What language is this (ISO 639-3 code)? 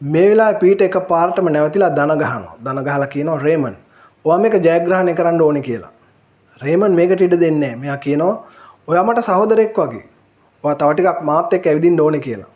sin